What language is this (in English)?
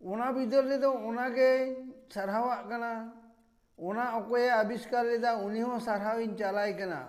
Santali